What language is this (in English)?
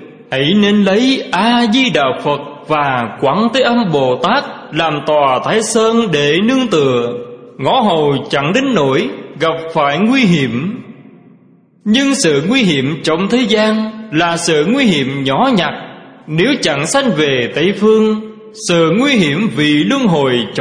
Vietnamese